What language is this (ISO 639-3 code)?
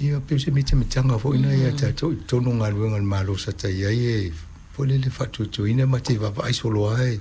smo